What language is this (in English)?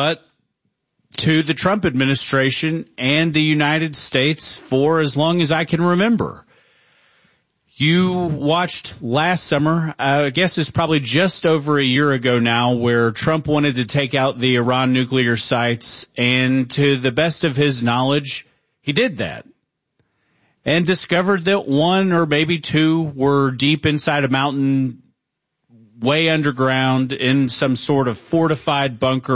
English